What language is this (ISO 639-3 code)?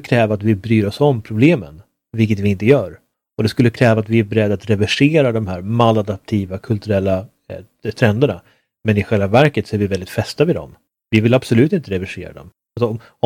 swe